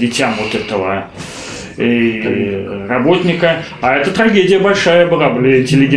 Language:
Russian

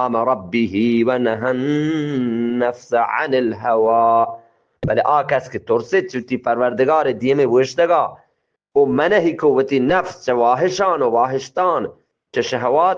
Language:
Eastern Balochi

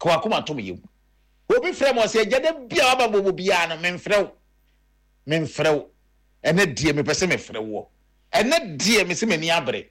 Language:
Akan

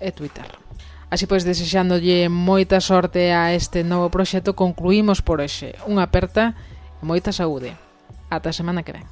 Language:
Galician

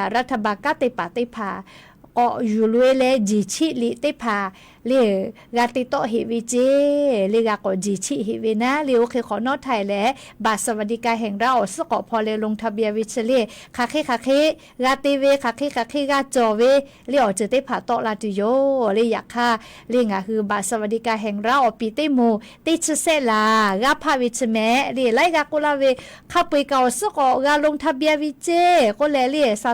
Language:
Lahu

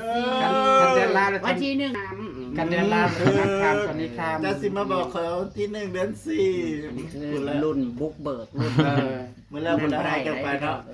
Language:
Northeastern Thai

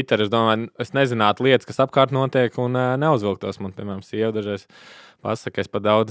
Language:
Latvian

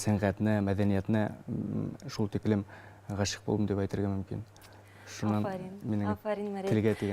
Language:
Bashkir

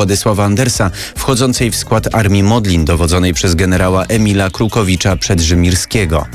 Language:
Polish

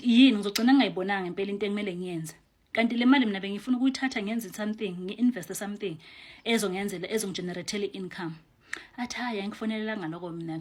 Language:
Zulu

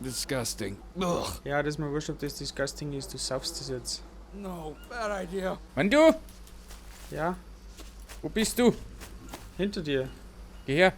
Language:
Bavarian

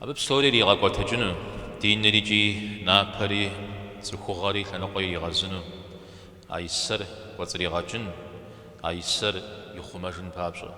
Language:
Kabardian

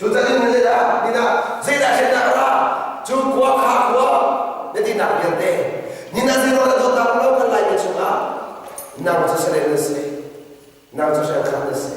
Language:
Hakha Chin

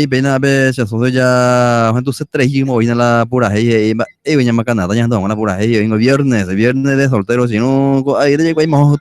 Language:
Guarani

